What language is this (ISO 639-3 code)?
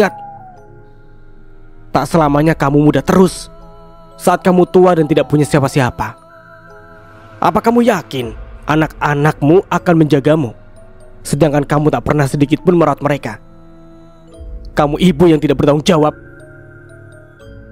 ind